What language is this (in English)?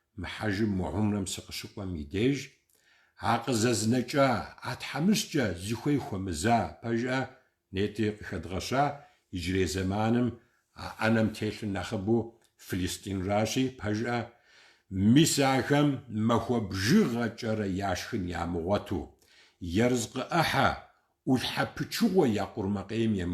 Kabardian